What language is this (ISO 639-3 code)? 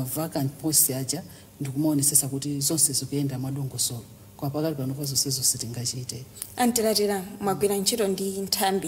nya